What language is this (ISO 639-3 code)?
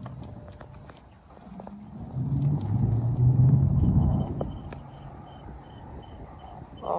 lao